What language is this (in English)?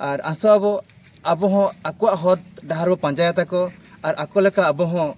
Santali